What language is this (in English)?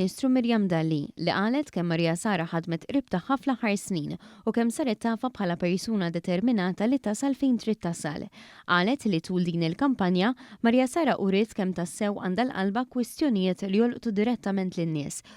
Maltese